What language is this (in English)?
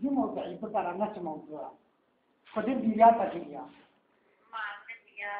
Kurdish